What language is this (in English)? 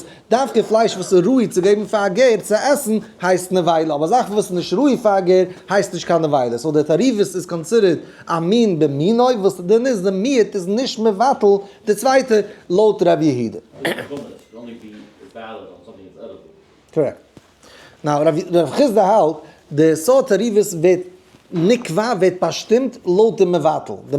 Yiddish